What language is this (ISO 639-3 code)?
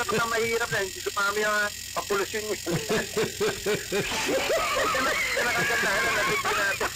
fil